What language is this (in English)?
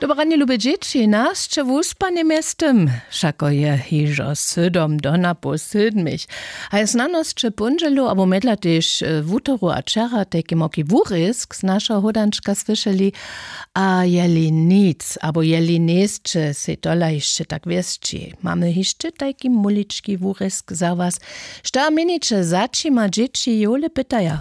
Upper Sorbian